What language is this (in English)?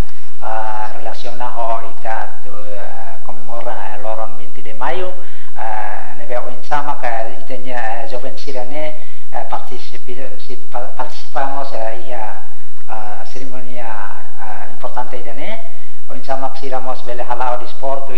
Tetum